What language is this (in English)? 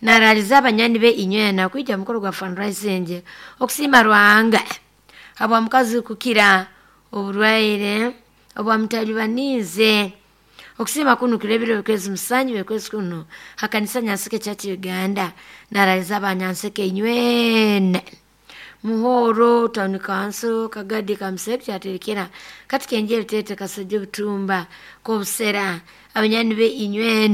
Nyoro